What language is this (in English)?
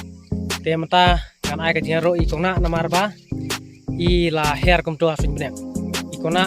Khasi